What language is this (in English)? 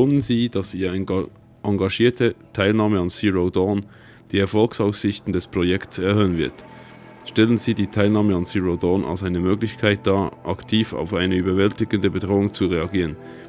Swiss German